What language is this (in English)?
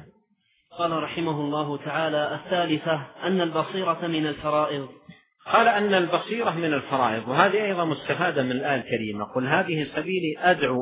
Arabic